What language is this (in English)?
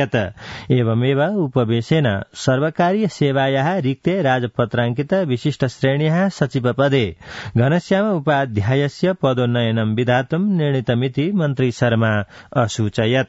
Sanskrit